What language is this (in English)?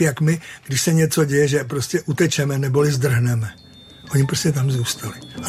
Czech